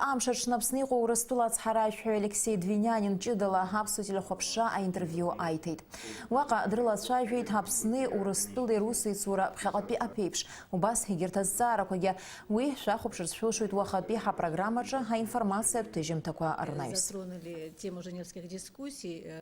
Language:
Abkhazian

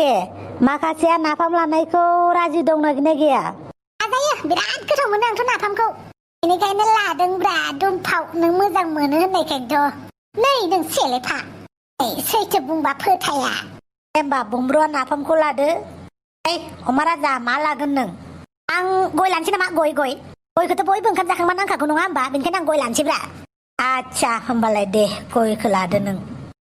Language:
Bodo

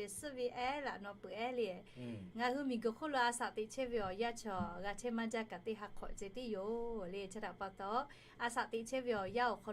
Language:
Lahu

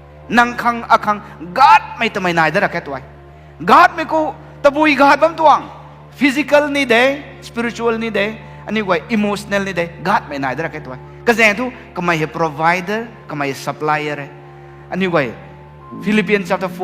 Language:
Rongmei Naga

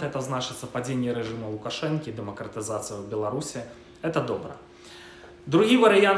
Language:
Belarusian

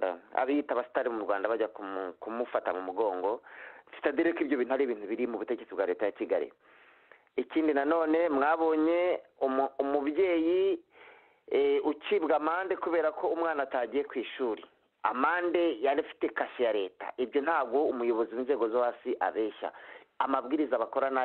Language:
Kinyarwanda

